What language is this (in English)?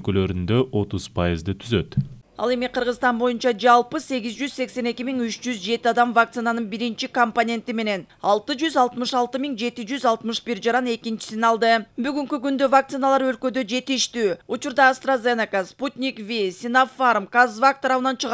Kyrgyz